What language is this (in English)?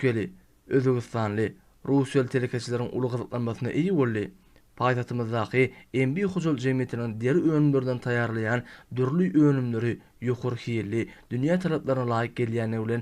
Turkmen